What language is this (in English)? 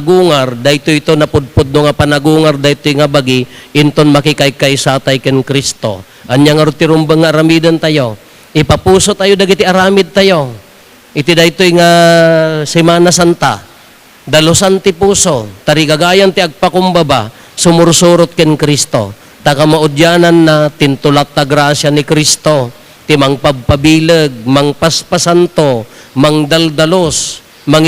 Iloko